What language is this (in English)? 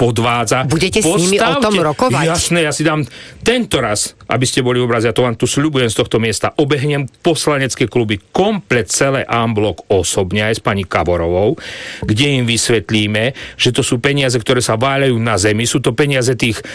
Slovak